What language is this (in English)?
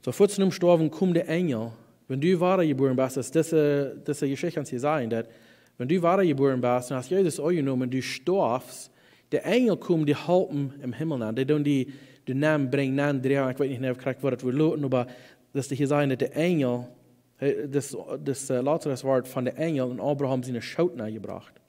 Plautdietsch